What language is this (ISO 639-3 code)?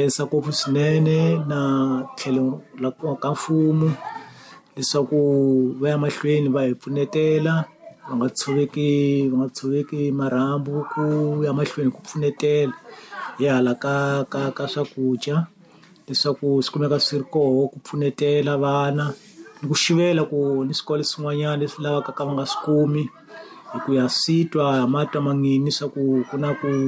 tso